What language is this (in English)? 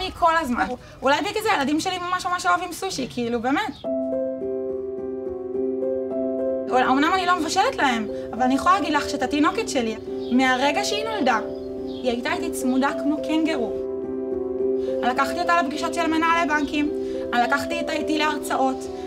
Hebrew